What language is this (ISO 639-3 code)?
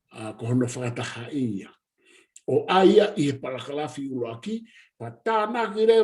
ton